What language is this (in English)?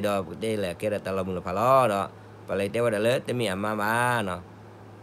S'gaw Karen